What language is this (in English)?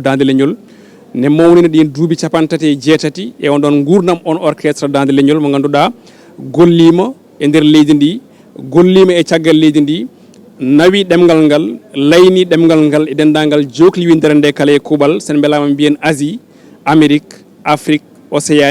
Fula